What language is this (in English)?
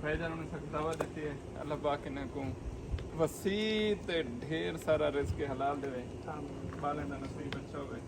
Saraiki